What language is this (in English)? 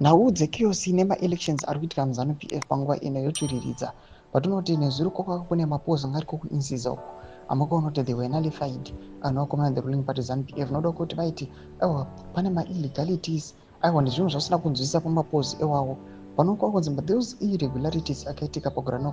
Shona